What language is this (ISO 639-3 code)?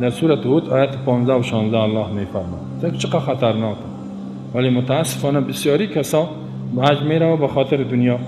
fas